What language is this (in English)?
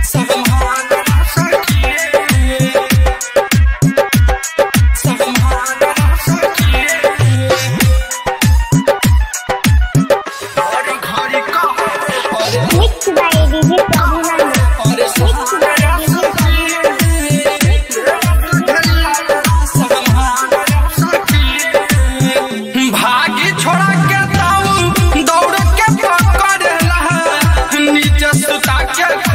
Bhojpuri